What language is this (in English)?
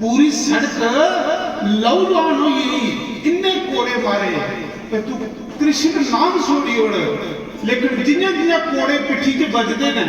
Dogri